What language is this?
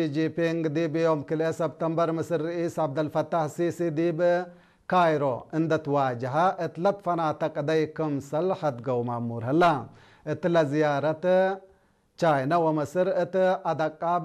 Tigre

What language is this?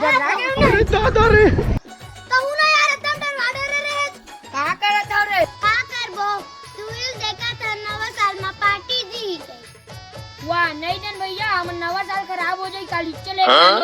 Chhattisgarhi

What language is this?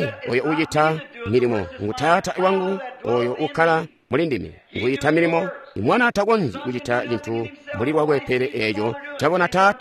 Tonga (Zambia)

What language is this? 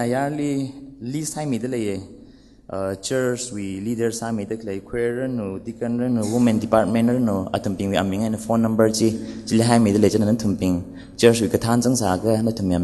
Tangkhul Naga (India)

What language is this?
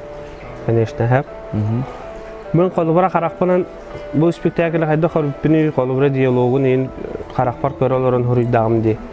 Yakut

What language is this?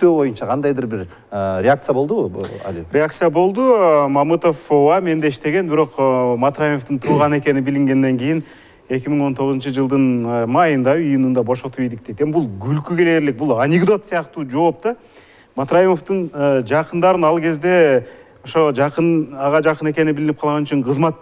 Kyrgyz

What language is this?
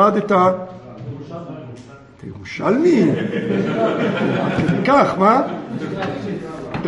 Hebrew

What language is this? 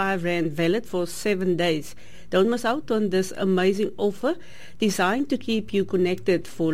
Afrikaans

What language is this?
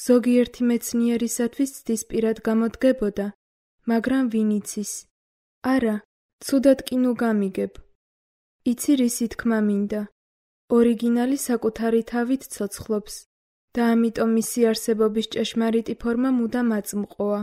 Georgian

